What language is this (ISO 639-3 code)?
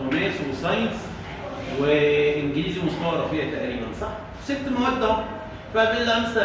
arz